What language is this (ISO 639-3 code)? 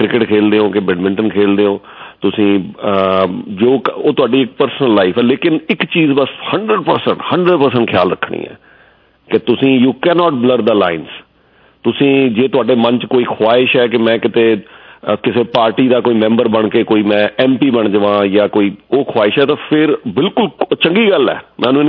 pan